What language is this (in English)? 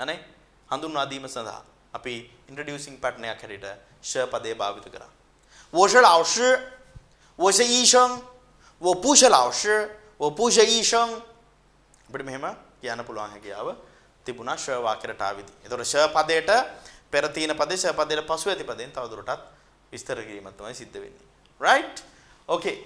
Sinhala